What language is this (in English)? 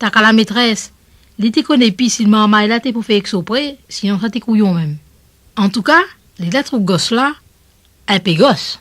Réunion Creole French